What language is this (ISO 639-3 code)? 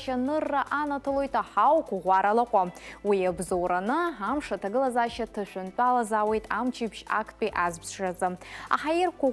abk